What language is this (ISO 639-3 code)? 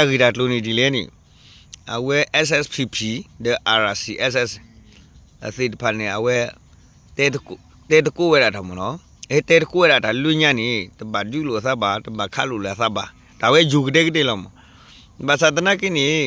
ksw